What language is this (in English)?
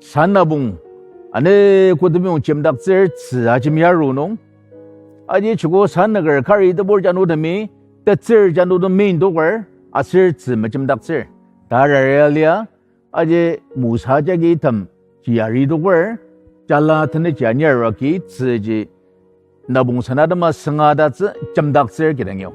Ao Naga